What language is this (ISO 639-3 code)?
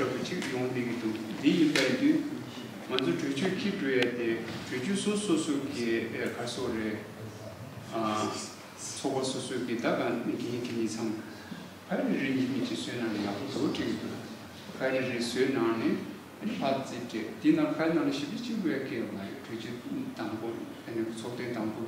bod